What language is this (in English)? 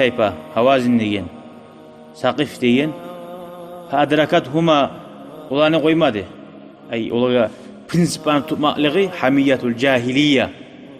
Kumyk